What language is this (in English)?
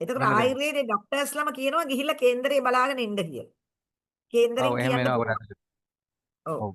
Sinhala